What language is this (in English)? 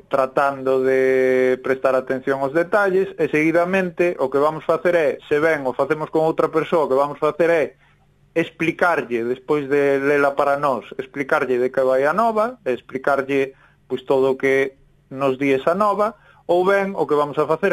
Galician